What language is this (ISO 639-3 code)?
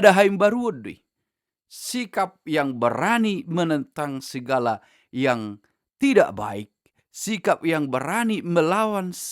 bbc